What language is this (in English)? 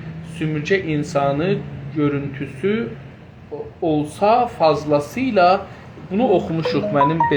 South Azerbaijani